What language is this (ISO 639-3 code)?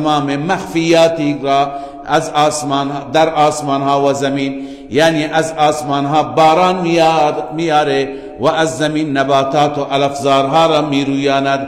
fas